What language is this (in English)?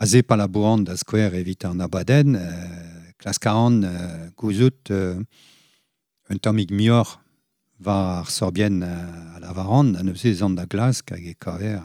Breton